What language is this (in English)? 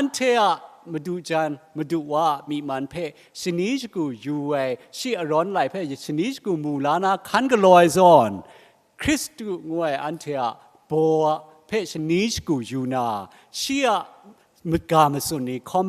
Kachin